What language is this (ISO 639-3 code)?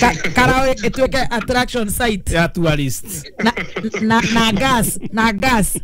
kik